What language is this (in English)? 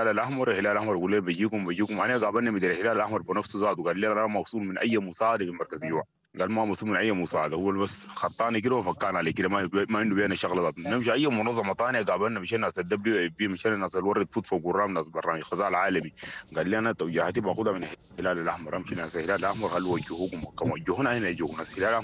Sudanese Arabic